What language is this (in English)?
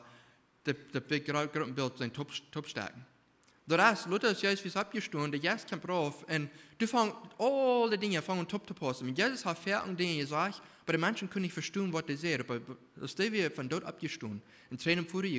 Plautdietsch